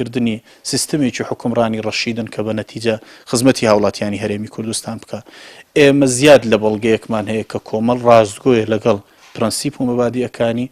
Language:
Central Kurdish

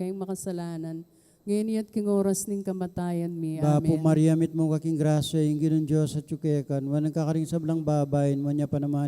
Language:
Pampanga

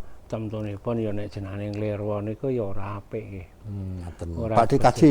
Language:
Javanese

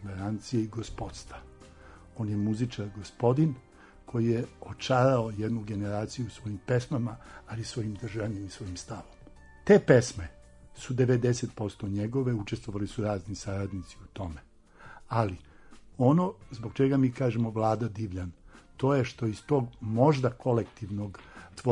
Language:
Serbian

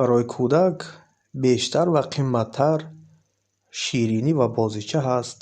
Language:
Tajik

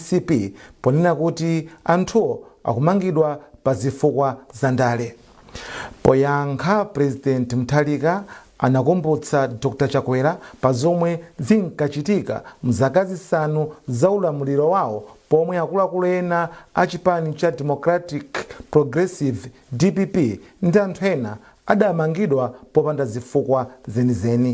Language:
Nyanja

